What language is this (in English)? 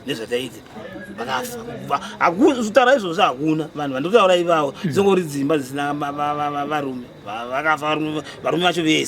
Shona